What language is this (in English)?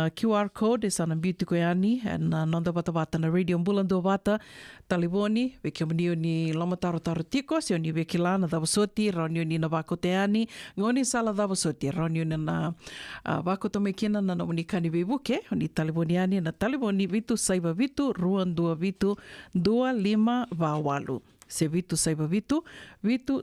Fijian